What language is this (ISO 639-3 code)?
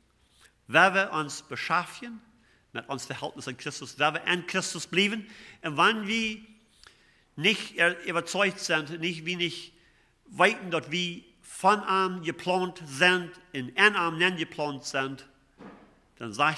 pdt